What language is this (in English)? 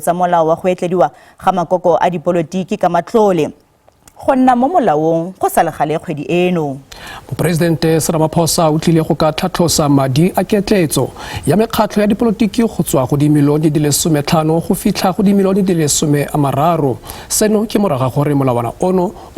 Tswana